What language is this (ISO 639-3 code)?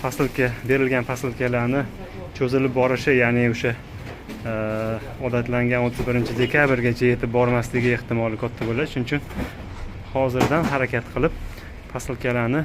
uzb